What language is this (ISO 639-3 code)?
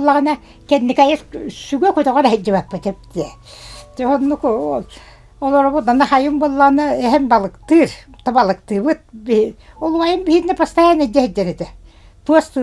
sah